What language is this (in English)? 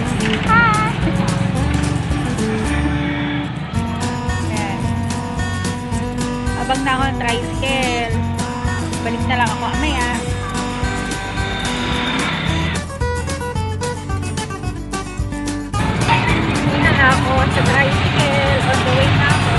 Filipino